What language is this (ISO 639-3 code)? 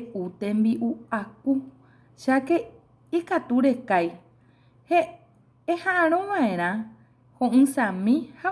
grn